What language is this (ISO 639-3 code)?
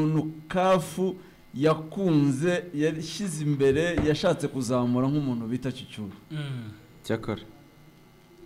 kin